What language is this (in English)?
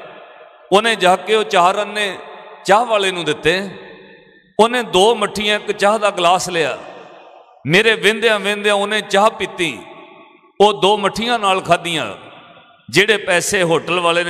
Punjabi